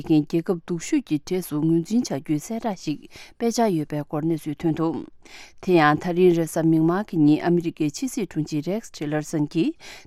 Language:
Tibetan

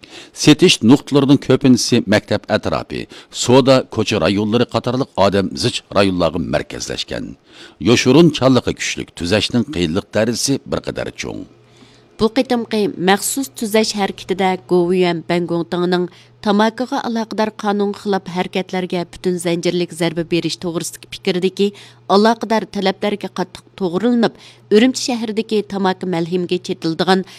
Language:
Uyghur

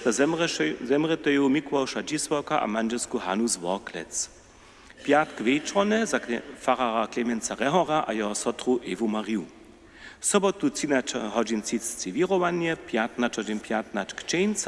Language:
Upper Sorbian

